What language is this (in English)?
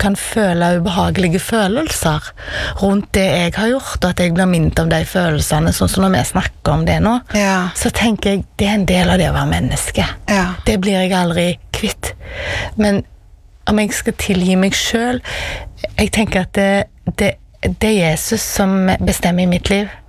Norwegian